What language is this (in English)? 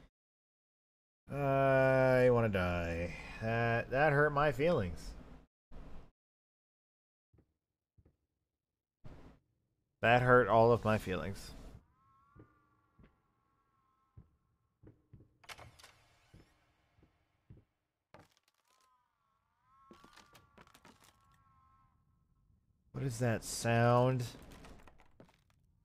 English